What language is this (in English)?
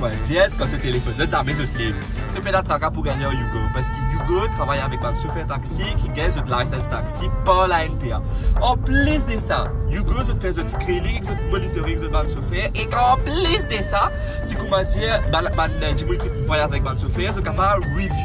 Morisyen